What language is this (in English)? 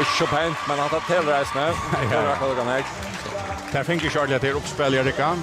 Faroese